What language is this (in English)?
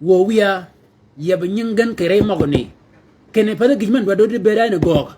Shilluk